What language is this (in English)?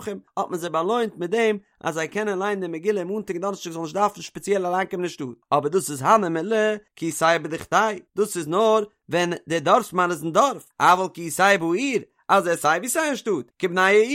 Yiddish